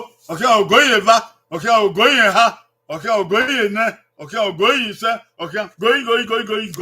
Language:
Bini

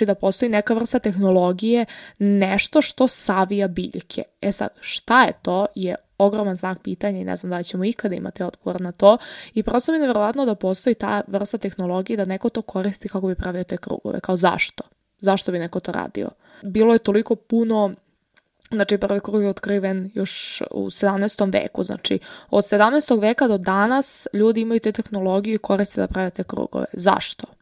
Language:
Serbian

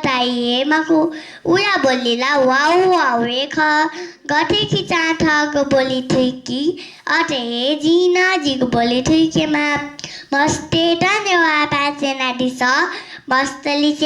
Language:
Newari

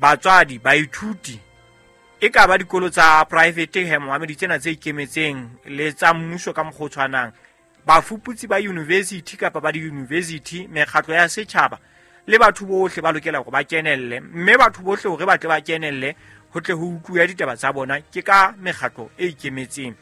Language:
Southern Sotho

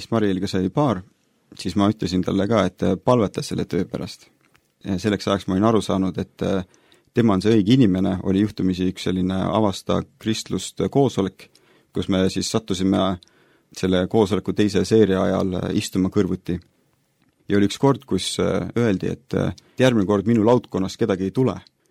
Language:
Estonian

